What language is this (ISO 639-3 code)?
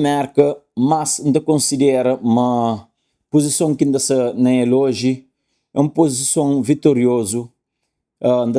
kea